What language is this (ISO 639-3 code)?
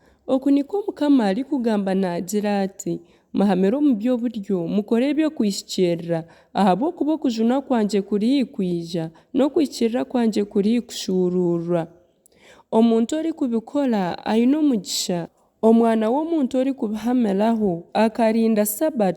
nyn